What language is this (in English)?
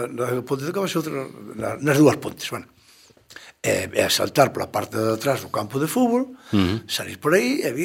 Galician